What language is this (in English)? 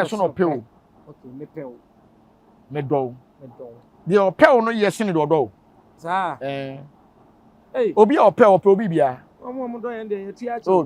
Akan